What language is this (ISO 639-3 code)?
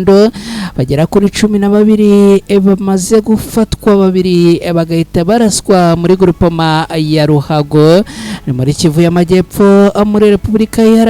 kin